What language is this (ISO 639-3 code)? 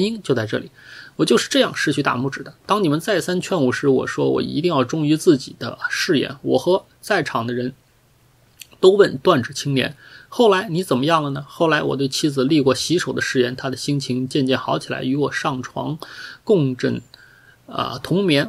zho